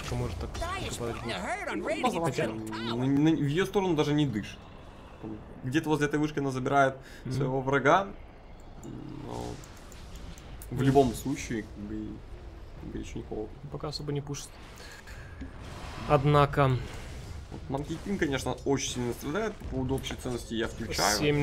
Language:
Russian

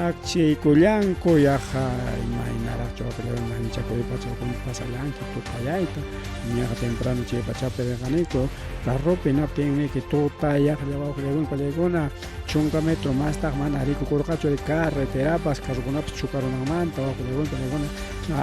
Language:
Ayacucho Quechua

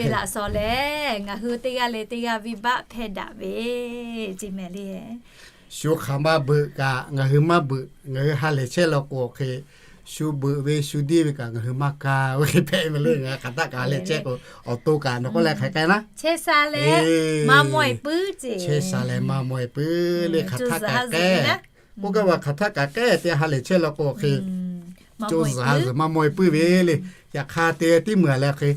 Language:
Lahu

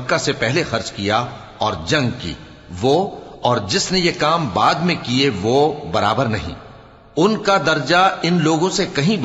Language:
Urdu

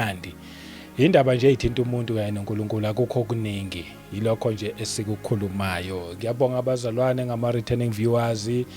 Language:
Zulu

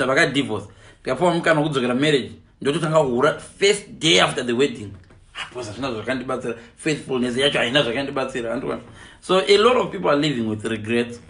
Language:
Shona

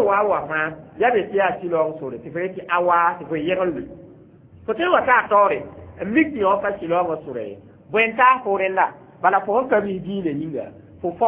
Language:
Mossi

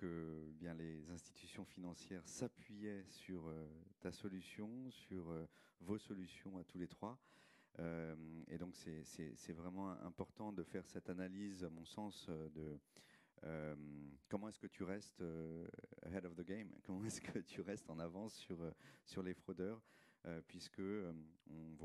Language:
French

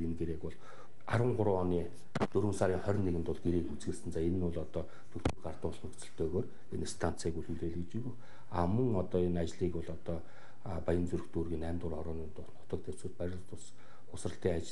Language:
Mongolian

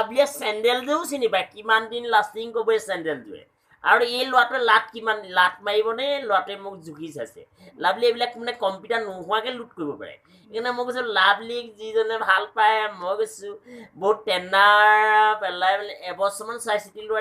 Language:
Assamese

